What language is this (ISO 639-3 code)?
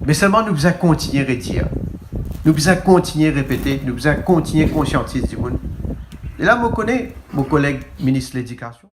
mfe